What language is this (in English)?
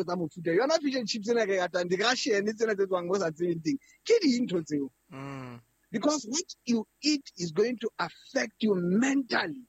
Southern Sotho